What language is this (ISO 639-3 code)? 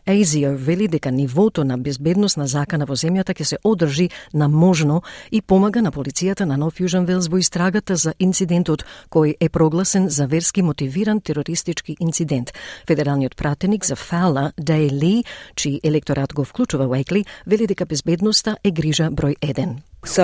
mkd